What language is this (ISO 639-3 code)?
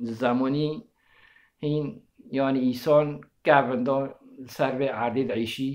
kur